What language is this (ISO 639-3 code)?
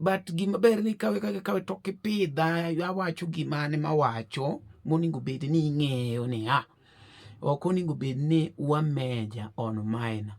luo